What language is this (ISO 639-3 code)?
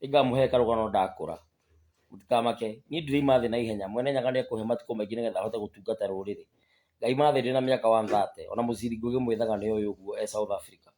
kik